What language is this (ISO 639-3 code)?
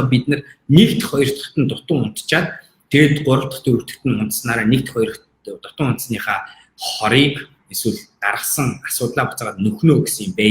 mon